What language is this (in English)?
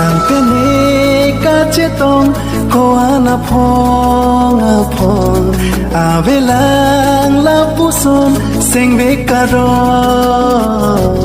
Karbi